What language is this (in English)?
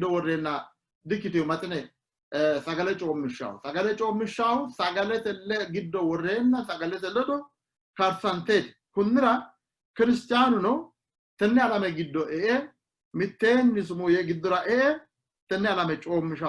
Sidamo